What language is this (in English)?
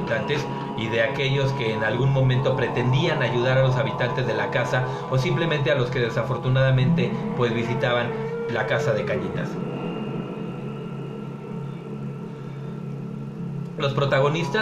Spanish